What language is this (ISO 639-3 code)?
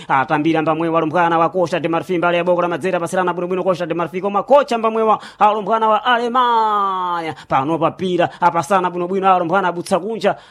seh